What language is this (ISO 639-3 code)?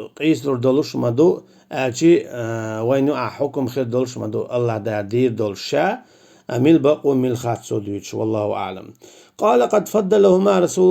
che